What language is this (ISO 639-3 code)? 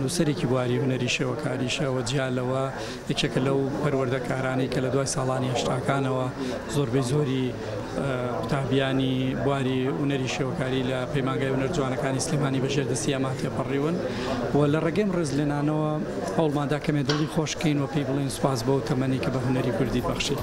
ckb